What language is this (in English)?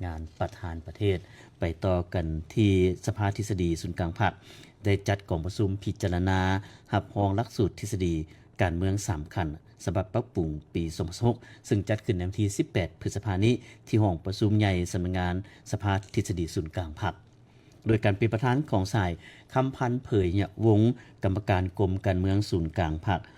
Lao